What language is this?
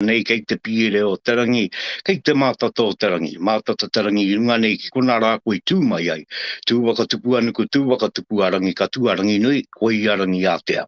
Māori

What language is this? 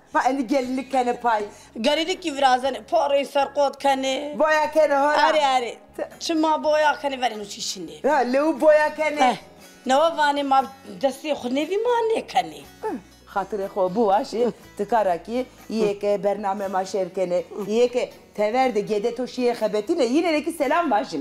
Zaza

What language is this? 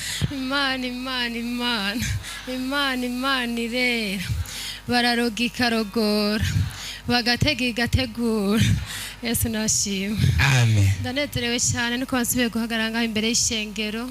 Rundi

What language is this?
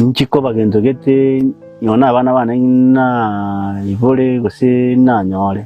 Gusii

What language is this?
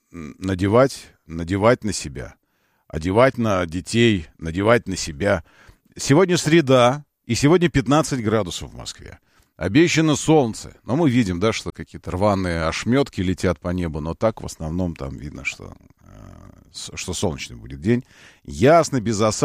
Russian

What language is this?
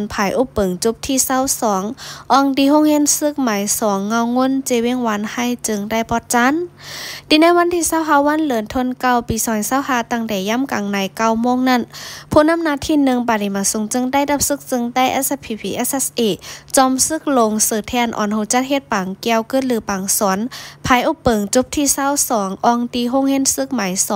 Shan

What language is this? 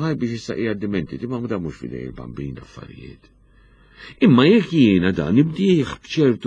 Maltese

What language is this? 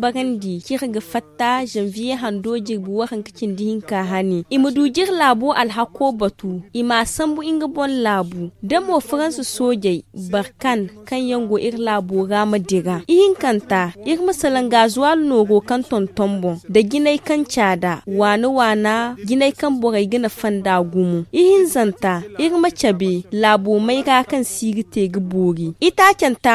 Zarma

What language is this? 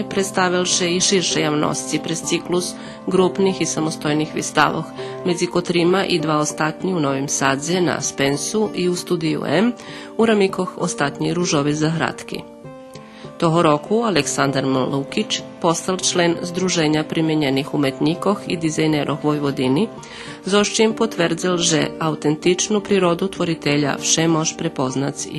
Rusyn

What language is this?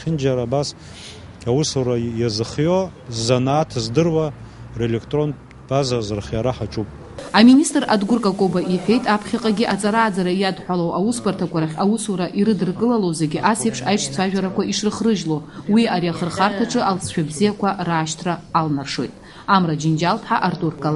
Abkhazian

